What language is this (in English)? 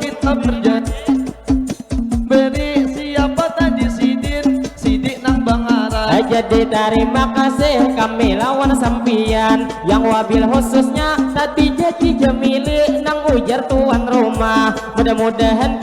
Banjar